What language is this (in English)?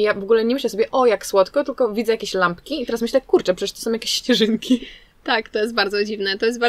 Polish